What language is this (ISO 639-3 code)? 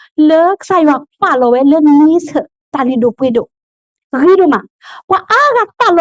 ksw